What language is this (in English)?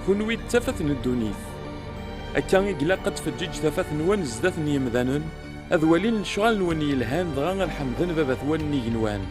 Kabyle